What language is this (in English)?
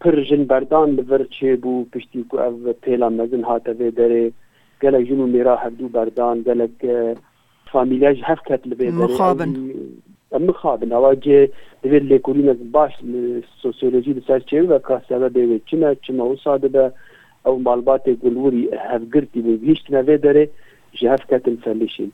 Kurdish